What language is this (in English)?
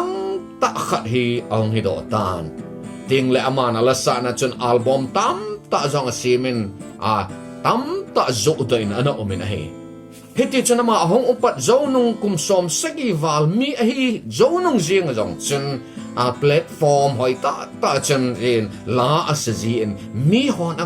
Thado Chin